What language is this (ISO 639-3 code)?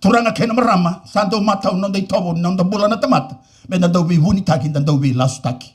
fij